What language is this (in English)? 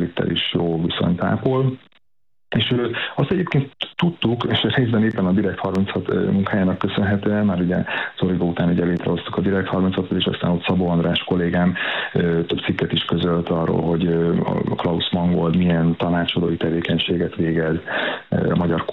Hungarian